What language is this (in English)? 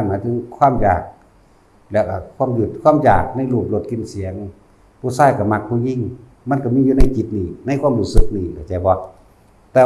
Lao